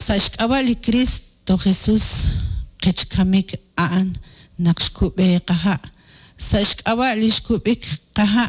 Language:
Kekchí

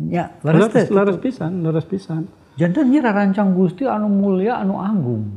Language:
Sundanese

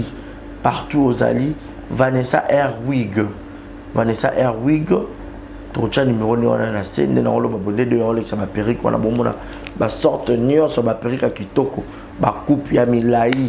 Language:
Lingala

